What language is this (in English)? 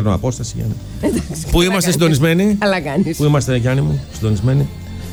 Greek